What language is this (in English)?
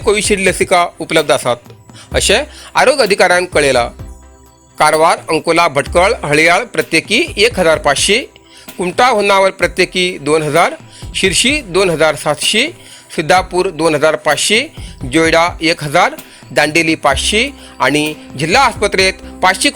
Konkani